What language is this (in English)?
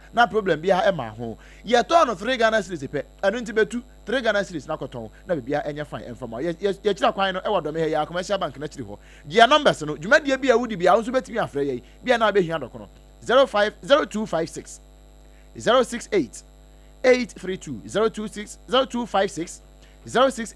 Akan